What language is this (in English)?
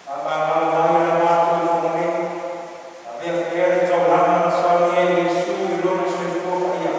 Samoan